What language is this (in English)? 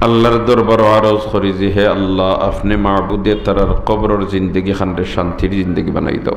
Sylheti